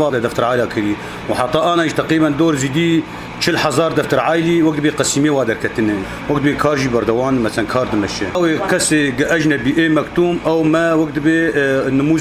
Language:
Kurdish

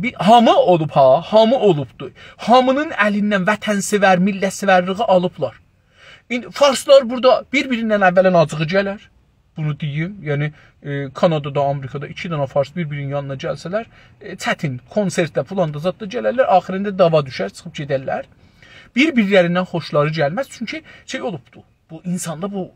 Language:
South Azerbaijani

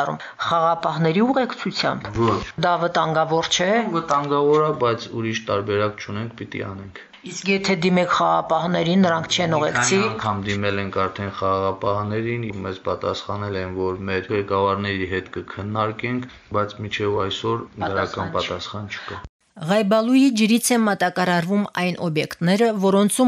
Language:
Armenian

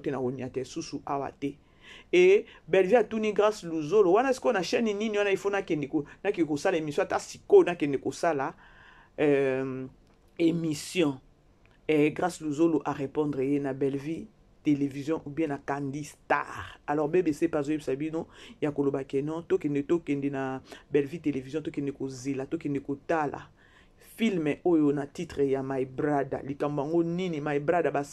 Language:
Lingala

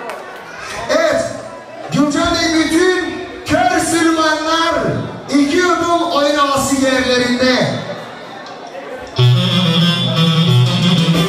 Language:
Turkish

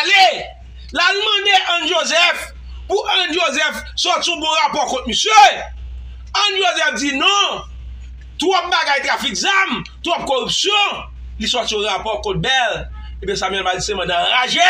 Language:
Haitian Creole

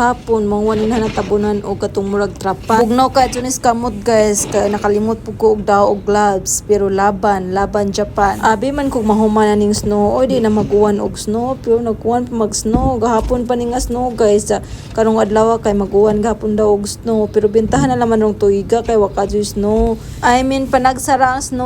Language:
Cebuano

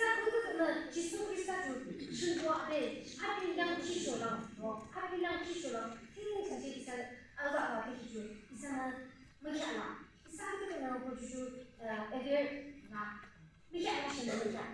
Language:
Yimchungru Naga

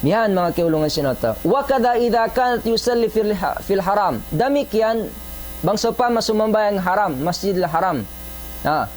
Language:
Tausug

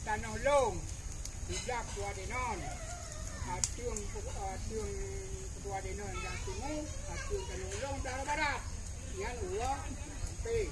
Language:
Achinese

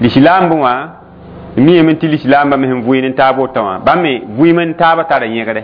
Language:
Mossi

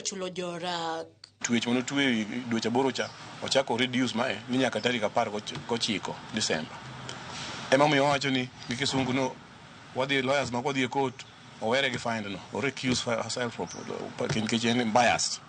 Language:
Luo (Kenya and Tanzania)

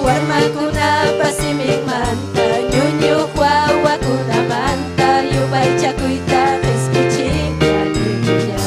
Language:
Ayacucho Quechua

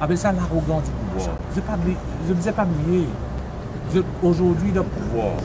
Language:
Morisyen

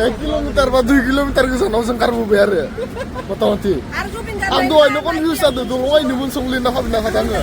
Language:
Bodo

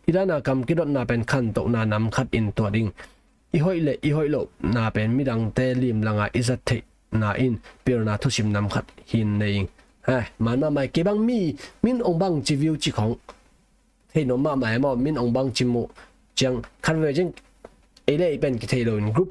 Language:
Tedim Chin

